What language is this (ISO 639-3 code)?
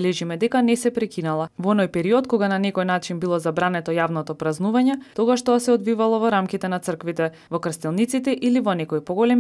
mkd